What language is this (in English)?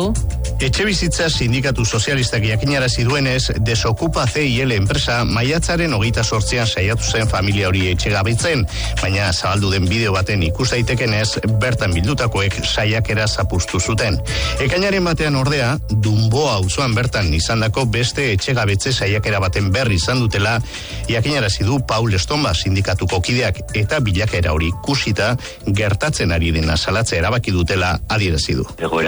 Basque